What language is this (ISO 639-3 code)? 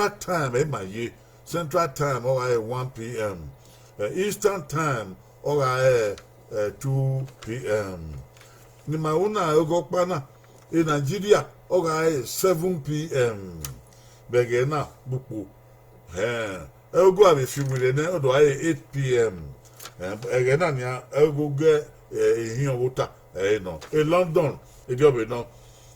bin